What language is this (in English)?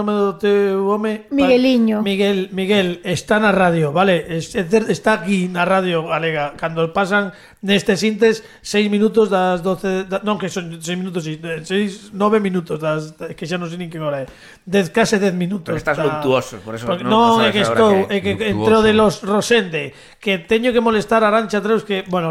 Galician